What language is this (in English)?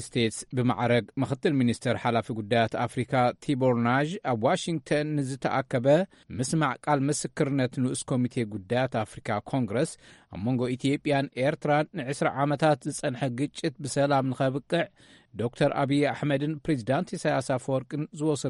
Tigrinya